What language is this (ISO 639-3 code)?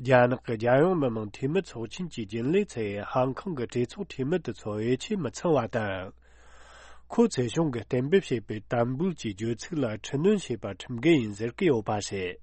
bod